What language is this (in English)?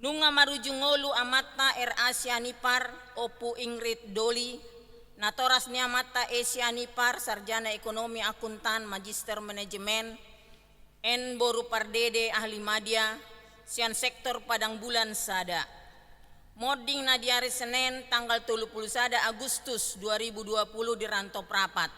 Batak Toba